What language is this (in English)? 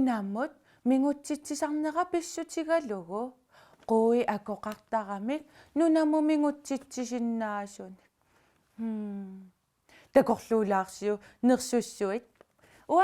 Kalaallisut